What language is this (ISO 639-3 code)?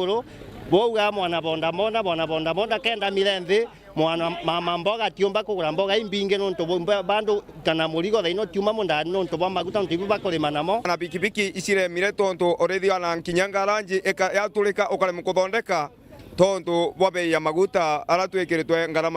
mer